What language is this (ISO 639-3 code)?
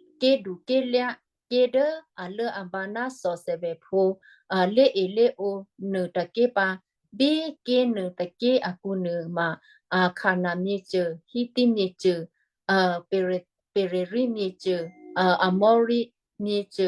kyu